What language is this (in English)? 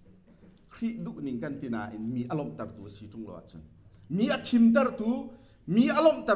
Hakha Chin